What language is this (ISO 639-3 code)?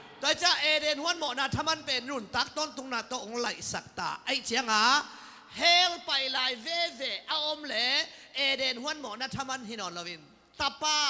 ctd